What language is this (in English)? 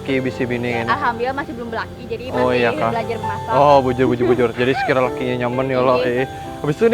Banjar